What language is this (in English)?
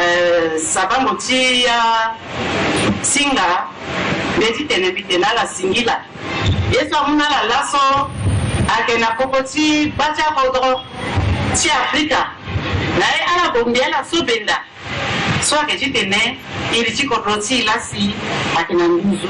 Sango